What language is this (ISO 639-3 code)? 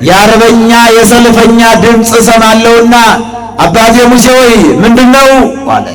amh